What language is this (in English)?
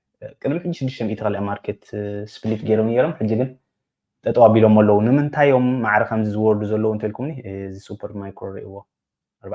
Tigrinya